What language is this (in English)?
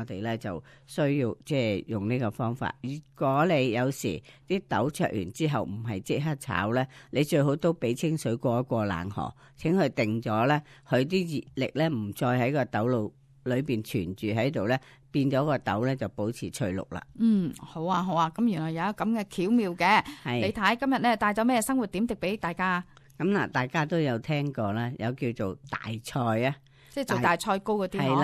Cantonese